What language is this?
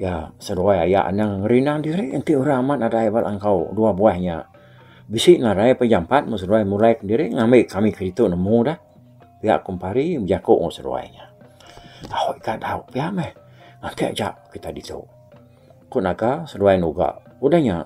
Iban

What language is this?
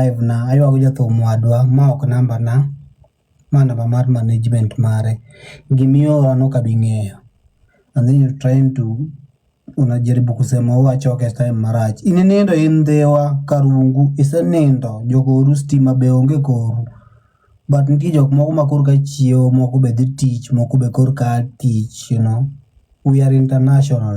Luo (Kenya and Tanzania)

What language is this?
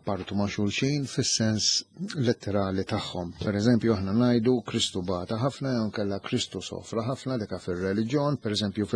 Maltese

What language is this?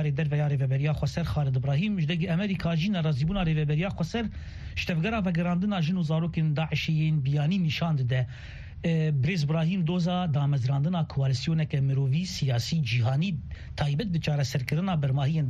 Kurdish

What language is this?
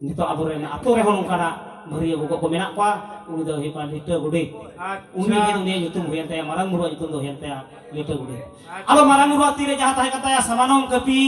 Santali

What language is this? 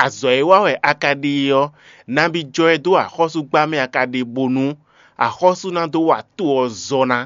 Fon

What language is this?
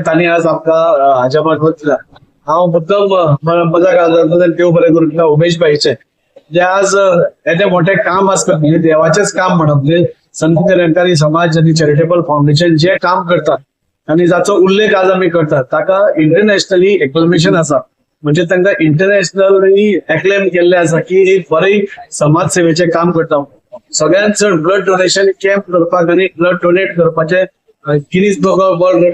Konkani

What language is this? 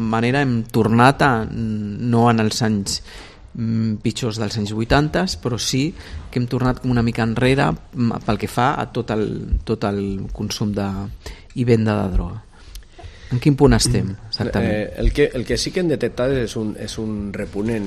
Catalan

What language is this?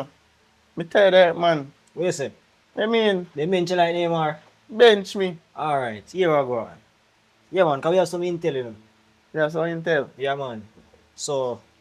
Jamaican Creole English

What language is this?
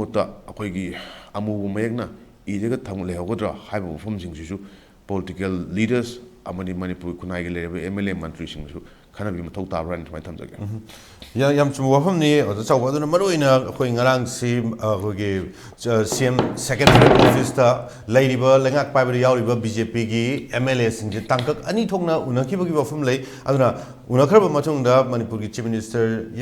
Manipuri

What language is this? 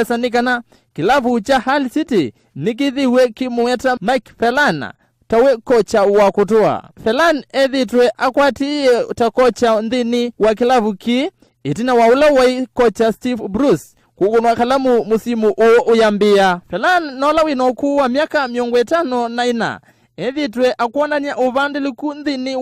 Kamba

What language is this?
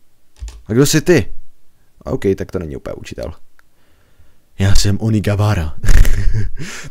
Czech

